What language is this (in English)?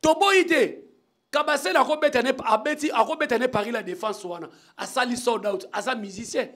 Lingala